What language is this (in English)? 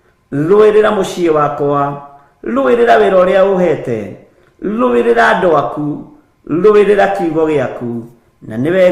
Kikuyu